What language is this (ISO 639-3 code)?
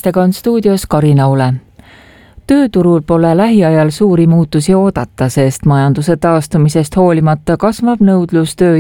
est